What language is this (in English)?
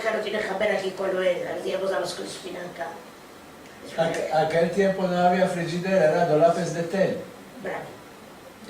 Ladino